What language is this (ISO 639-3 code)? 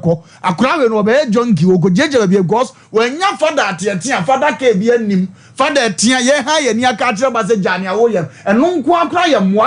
aka